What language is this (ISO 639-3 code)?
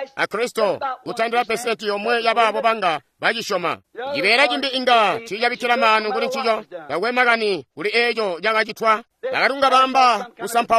toi